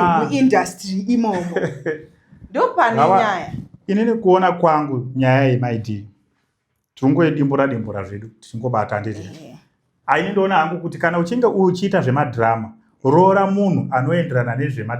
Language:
Shona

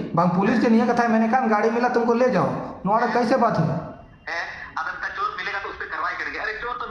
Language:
Santali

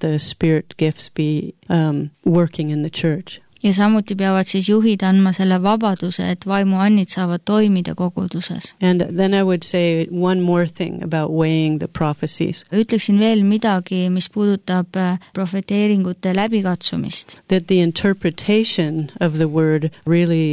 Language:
Estonian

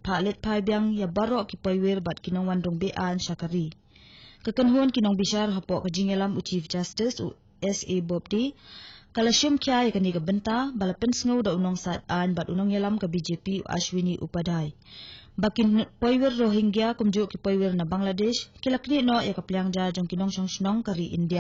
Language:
Khasi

